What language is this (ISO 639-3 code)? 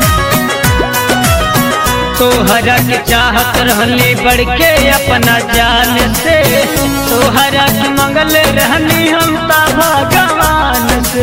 bho